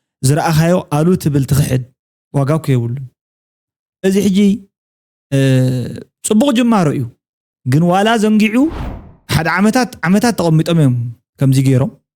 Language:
Tigrinya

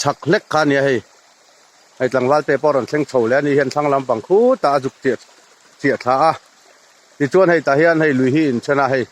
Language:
Mizo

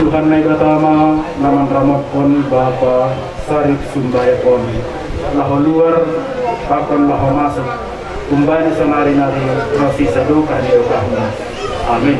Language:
Batak Simalungun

